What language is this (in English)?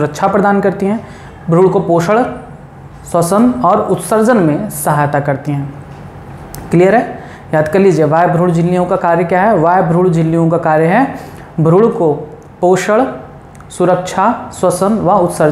Hindi